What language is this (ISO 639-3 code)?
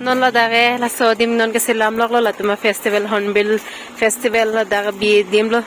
mjw